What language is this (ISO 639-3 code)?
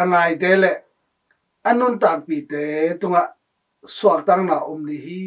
ctd